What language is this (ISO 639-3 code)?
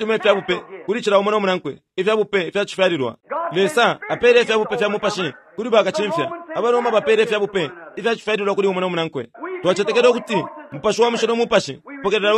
bem